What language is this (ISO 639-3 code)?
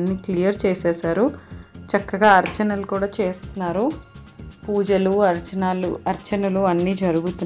tel